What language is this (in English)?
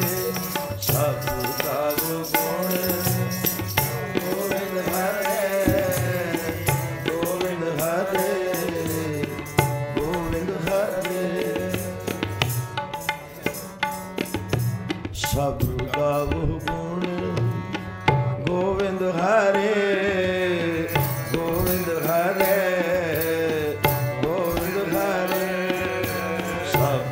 Punjabi